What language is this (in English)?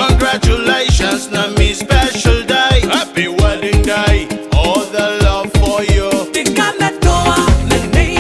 Gilbertese